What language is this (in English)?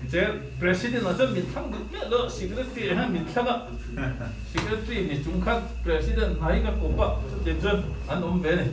Mizo